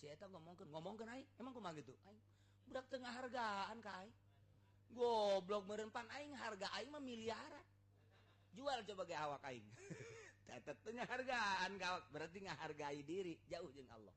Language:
Sundanese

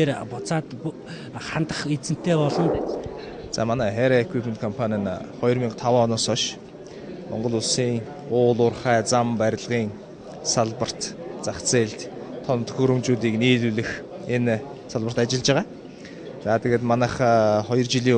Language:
Mongolian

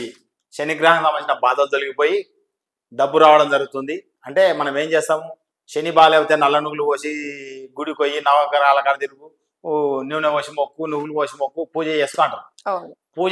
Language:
Telugu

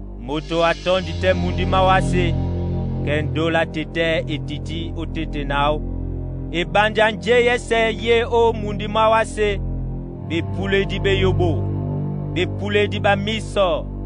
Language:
Duala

